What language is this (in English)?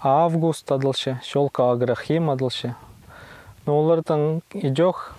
Khakas